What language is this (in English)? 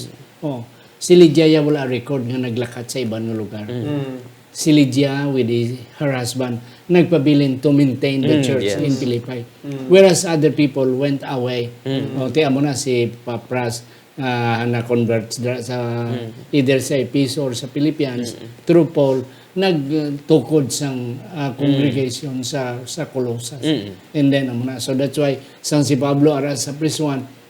Hiligaynon